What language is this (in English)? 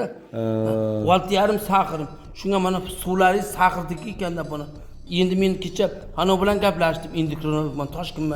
Uzbek